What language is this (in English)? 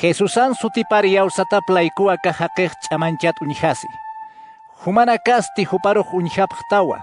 Aymara